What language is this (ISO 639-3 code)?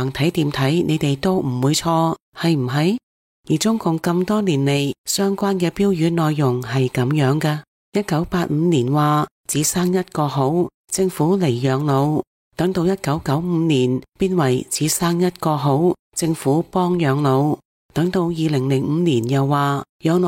yue